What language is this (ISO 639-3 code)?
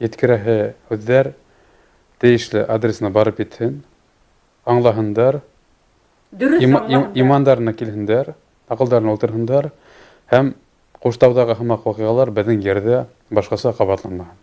bak